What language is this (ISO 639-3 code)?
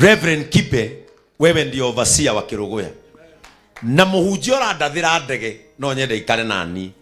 kik